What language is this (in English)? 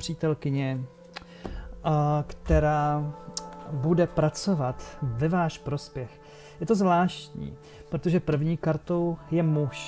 Czech